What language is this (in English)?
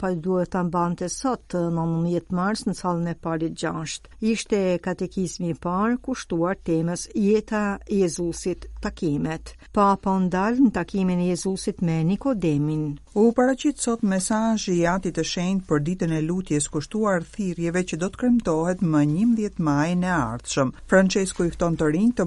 Albanian